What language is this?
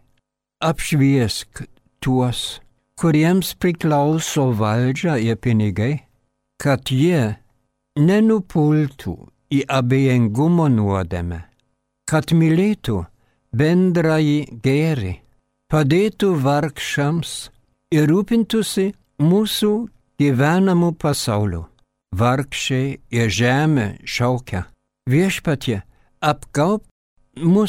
Lithuanian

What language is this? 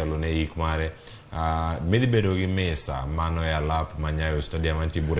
Luo (Kenya and Tanzania)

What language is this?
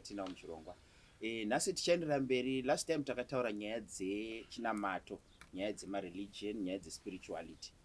Shona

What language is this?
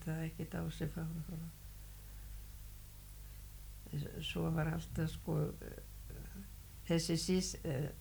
Icelandic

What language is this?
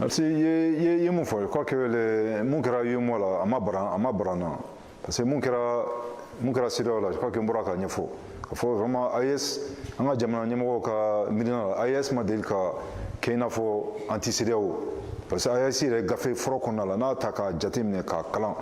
Bambara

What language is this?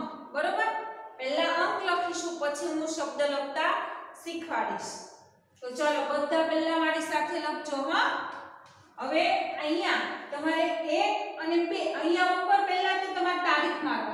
Gujarati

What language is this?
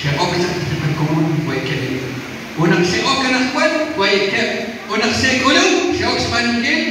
Kekchí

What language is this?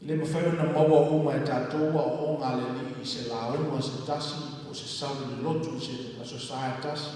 Samoan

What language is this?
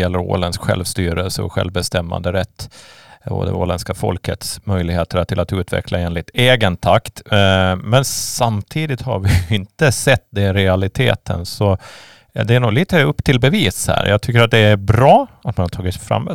Swedish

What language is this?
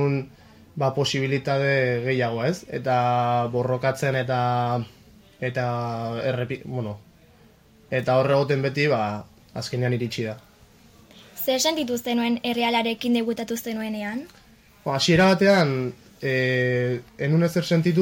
Basque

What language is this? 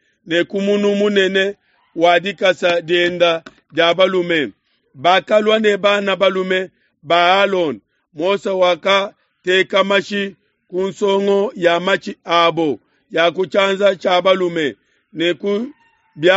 Luba-Lulua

